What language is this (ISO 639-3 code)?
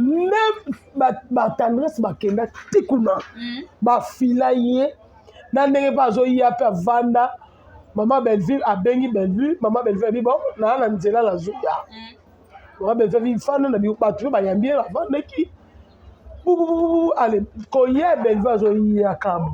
lin